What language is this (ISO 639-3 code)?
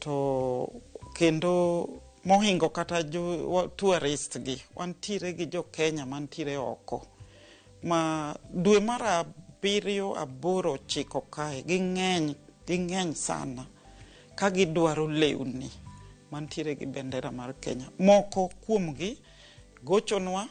luo